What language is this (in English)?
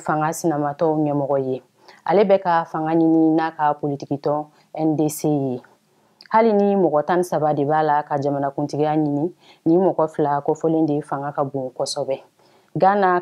Bambara